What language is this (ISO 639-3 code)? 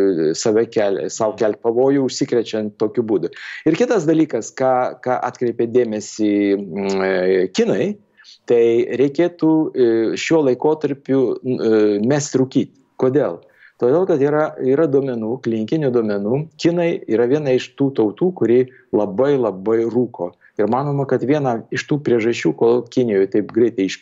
lit